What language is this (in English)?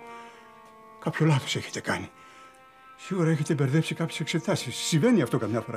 Greek